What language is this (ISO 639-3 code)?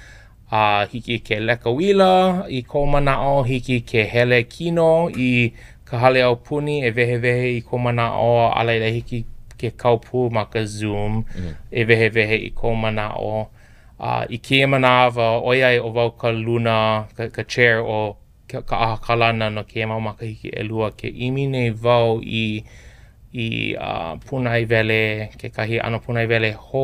haw